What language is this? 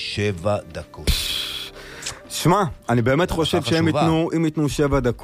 Hebrew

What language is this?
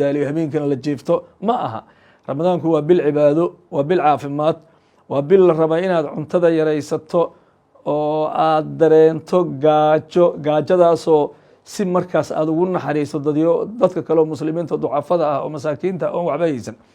Somali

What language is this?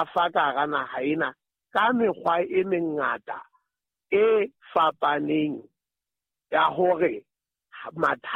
Southern Sotho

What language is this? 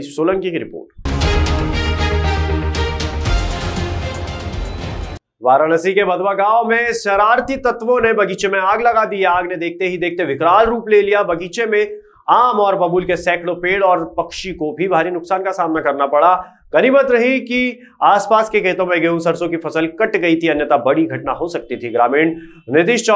Hindi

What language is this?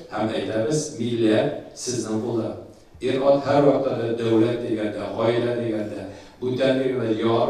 Tatar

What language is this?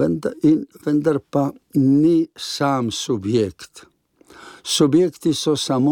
Slovenian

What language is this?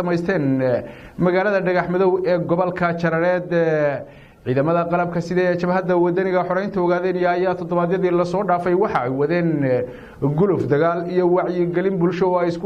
Somali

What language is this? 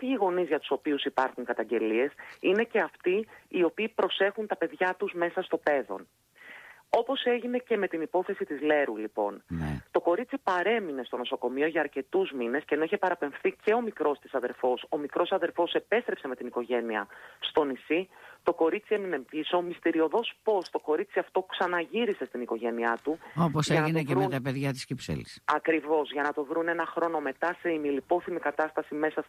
Greek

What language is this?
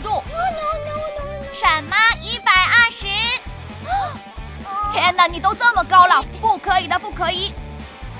Chinese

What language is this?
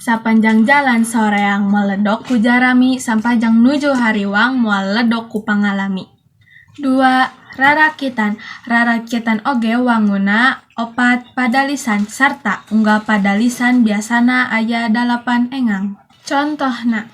Sundanese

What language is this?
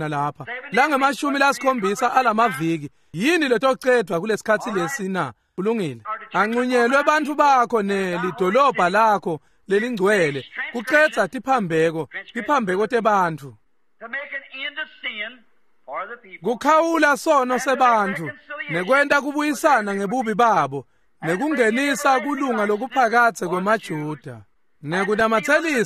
Swati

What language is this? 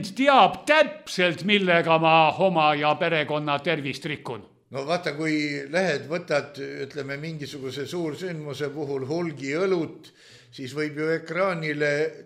Estonian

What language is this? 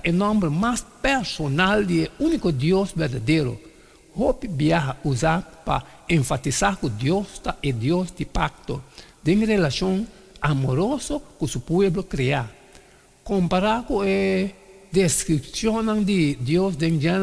Papiamento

